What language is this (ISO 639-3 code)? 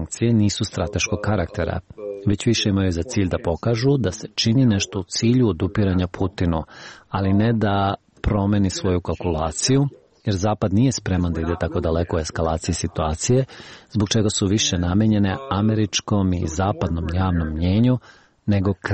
srp